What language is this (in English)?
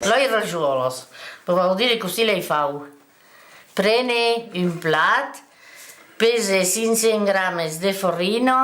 Occitan